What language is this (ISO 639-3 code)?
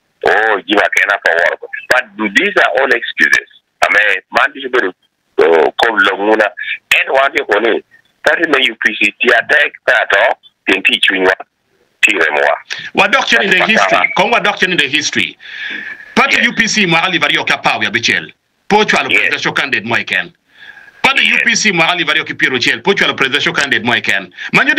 ach